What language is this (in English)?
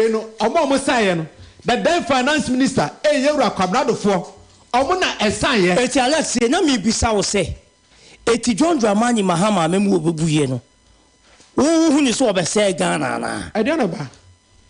Akan